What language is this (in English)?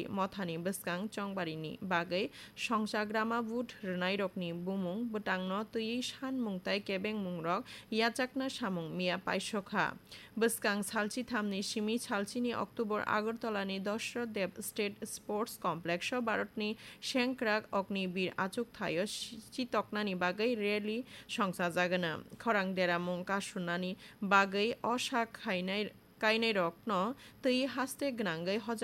Kok Borok